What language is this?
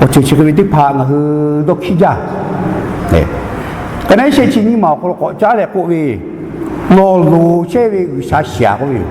Lahu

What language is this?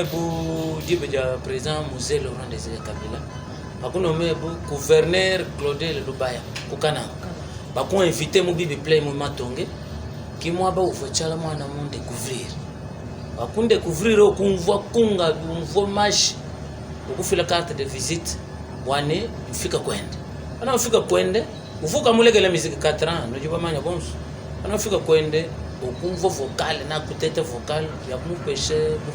Luba-Lulua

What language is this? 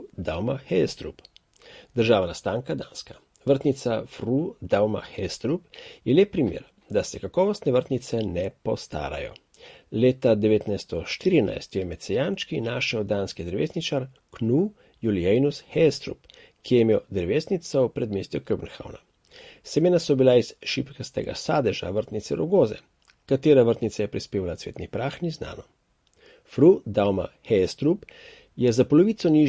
Slovenian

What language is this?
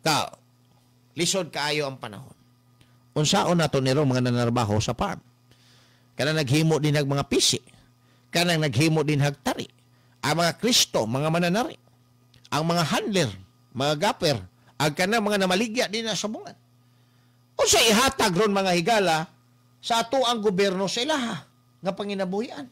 Cebuano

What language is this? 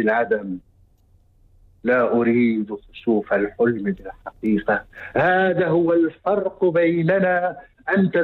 Arabic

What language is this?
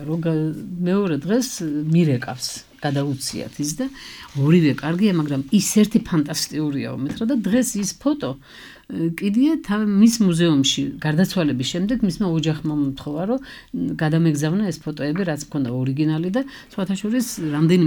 Georgian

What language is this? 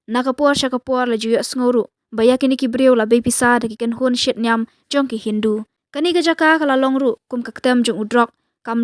Khasi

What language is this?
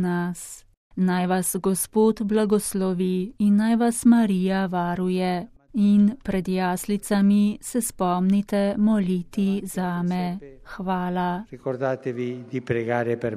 Slovenian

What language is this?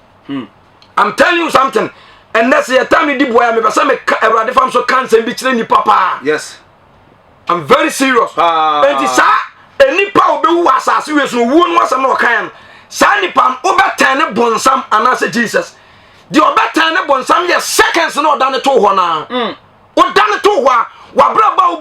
Akan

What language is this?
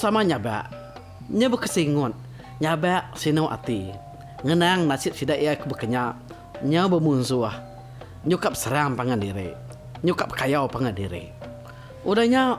Iban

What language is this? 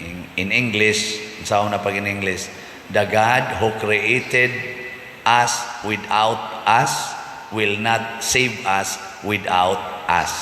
Cebuano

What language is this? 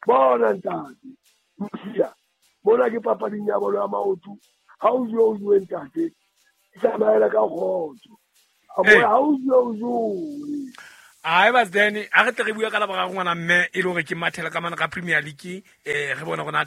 Southern Sotho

